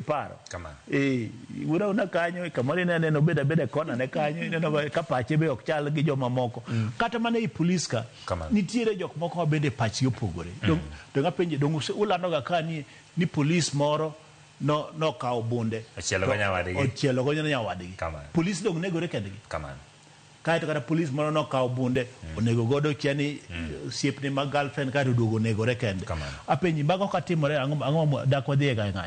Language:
Luo (Kenya and Tanzania)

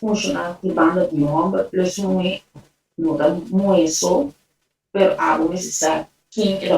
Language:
Papiamento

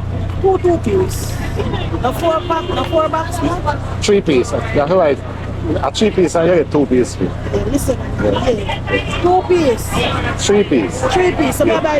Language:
Jamaican Creole English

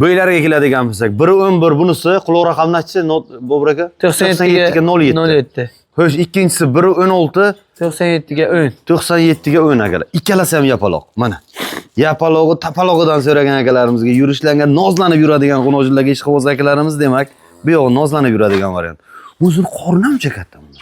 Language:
Uzbek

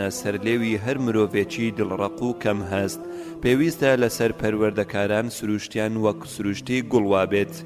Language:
Central Kurdish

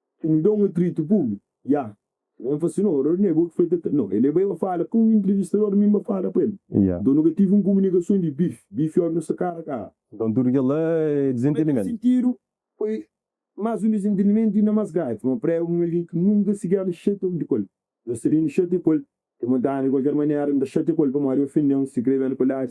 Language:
Kabuverdianu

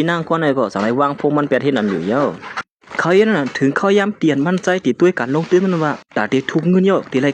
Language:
Shan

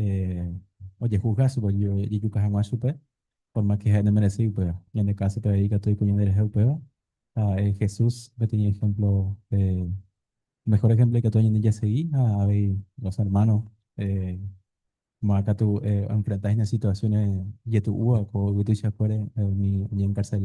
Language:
Guarani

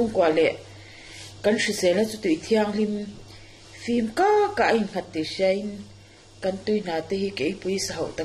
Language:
Mizo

